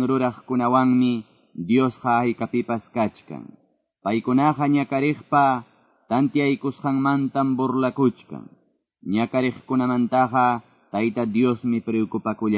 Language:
Quechua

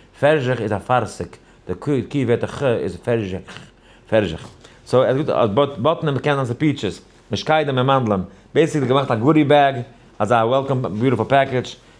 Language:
Yiddish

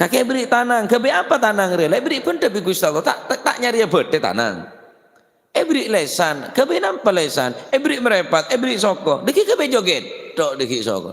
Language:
Madurese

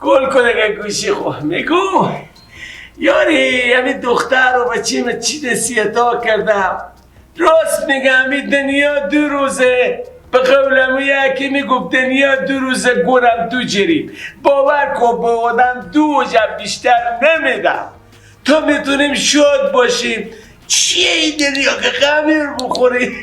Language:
Persian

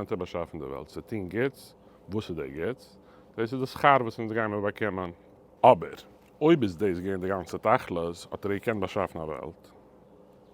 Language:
Yiddish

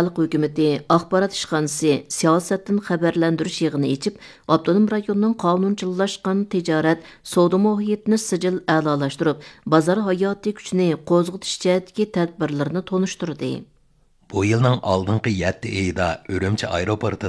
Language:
Uyghur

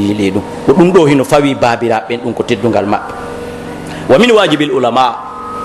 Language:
Pular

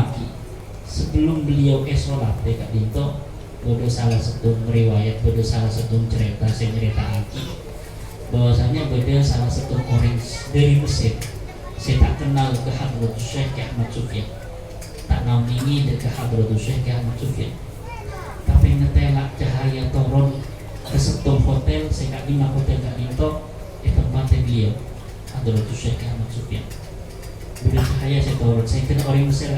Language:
Madurese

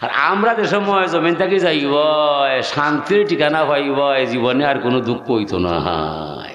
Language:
Sylheti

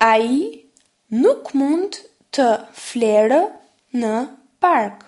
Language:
Albanian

